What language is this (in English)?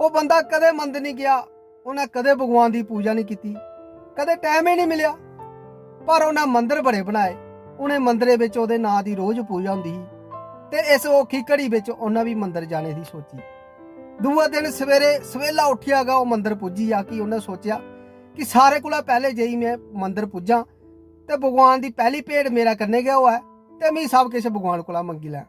Dogri